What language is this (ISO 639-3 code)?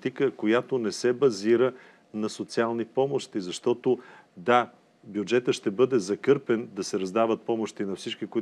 bul